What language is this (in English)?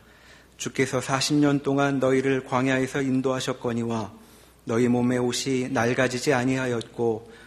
Korean